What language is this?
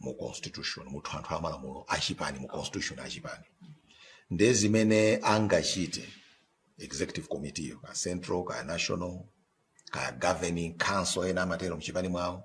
Nyanja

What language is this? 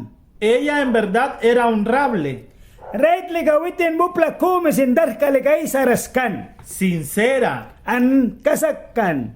Mískito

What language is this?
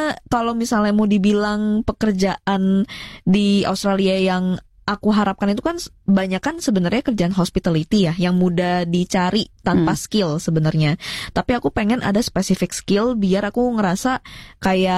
Indonesian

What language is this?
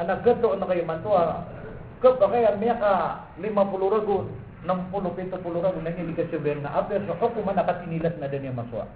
Maranao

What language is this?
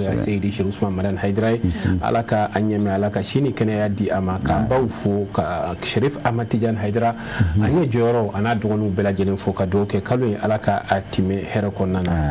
Bambara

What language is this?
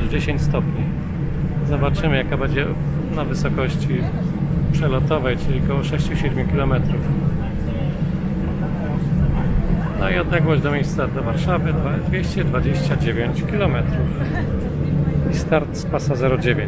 Polish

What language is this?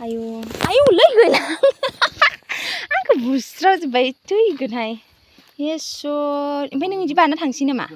Bodo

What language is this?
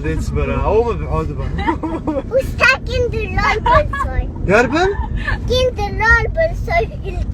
Abkhazian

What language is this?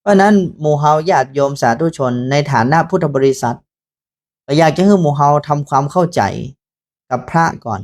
Northern Thai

